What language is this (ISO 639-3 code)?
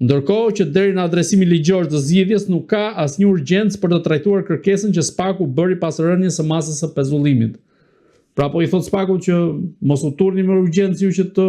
sqi